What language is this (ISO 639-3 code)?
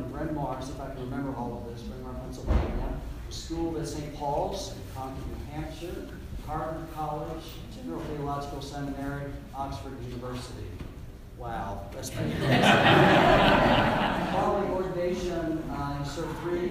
eng